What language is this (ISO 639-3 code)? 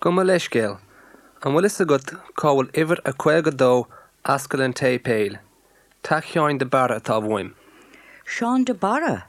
gle